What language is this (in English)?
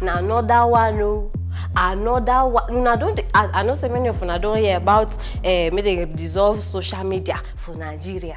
Nigerian Pidgin